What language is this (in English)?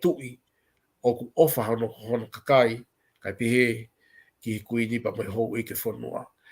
Tongan